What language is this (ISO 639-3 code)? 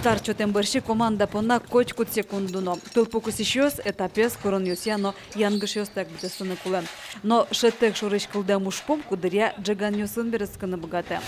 udm